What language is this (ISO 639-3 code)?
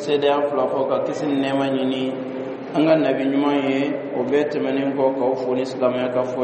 bam